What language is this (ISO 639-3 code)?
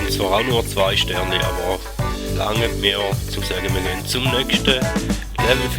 gsw